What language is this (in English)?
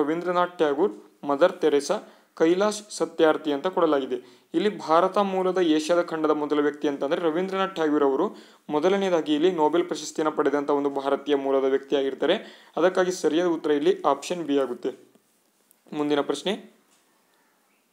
Kannada